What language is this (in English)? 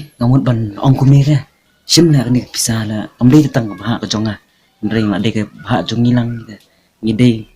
Khasi